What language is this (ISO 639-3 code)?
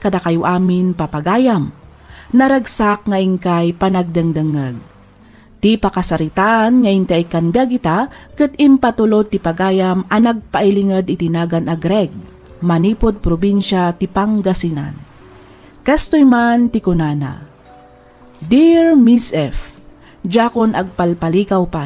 ilo